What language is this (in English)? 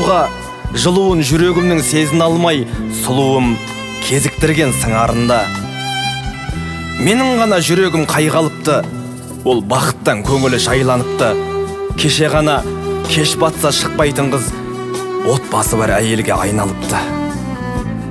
Kazakh